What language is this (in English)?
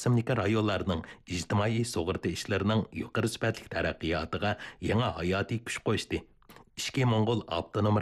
Uyghur